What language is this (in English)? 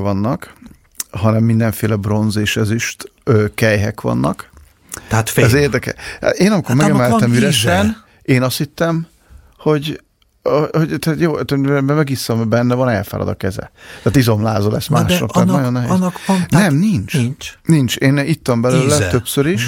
Hungarian